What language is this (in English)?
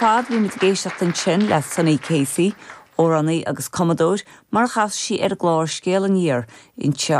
Irish